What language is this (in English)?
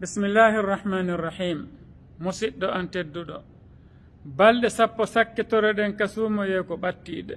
Fula